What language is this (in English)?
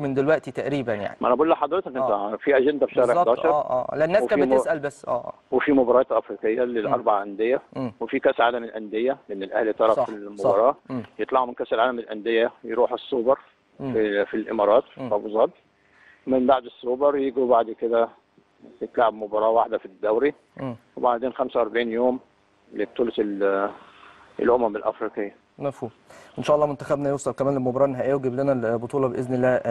Egyptian Arabic